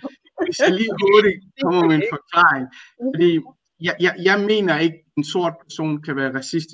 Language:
Danish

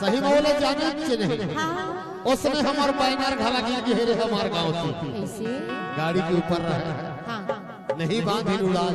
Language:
Chhattisgarhi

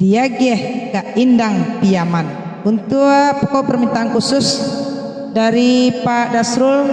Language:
Minangkabau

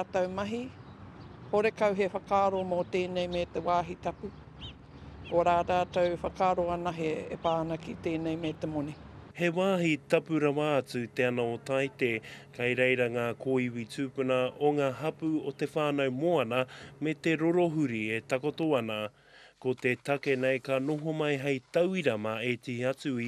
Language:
Māori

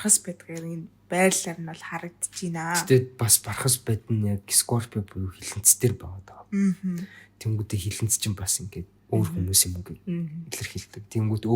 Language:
Mongolian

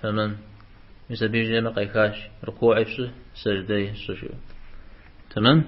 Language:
Kabardian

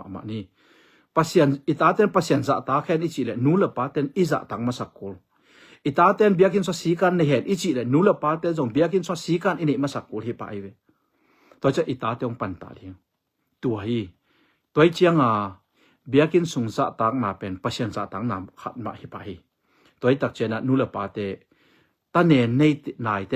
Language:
Tedim Chin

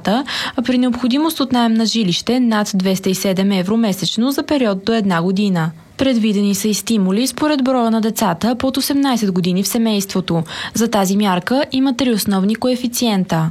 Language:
Bulgarian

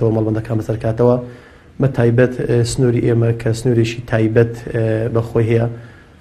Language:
Central Kurdish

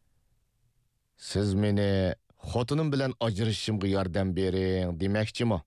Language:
Uyghur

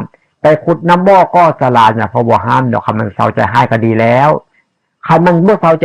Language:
Northeastern Thai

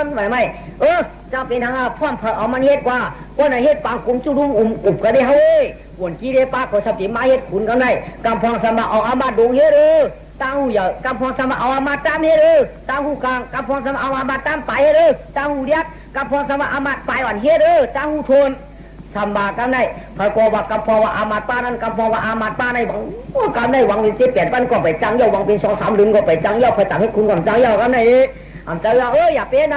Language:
Shan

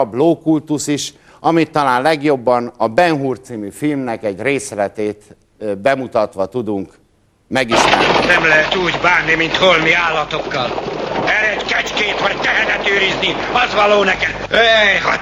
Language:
Hungarian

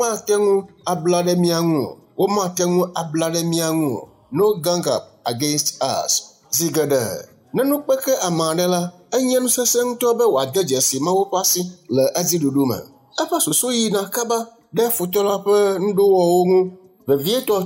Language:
Ewe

